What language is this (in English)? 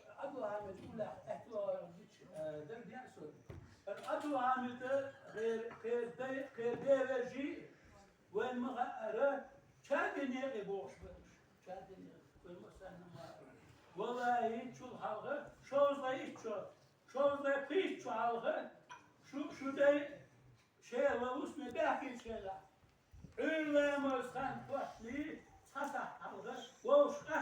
Ingush